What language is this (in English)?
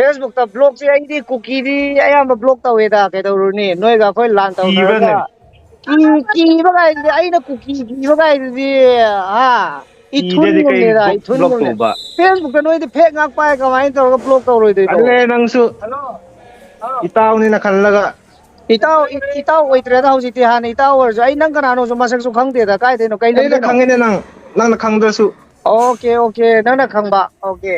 Manipuri